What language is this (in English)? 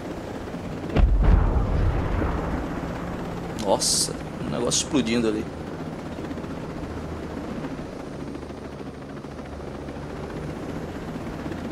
Portuguese